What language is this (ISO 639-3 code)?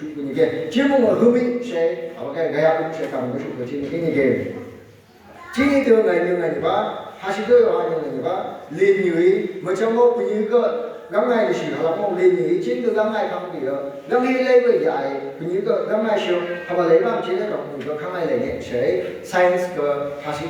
nph